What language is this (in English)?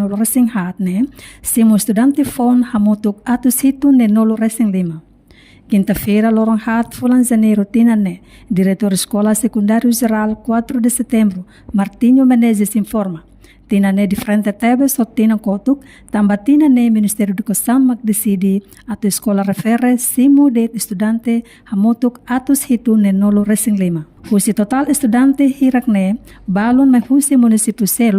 Tetum